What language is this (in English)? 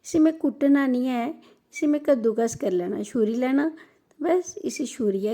Dogri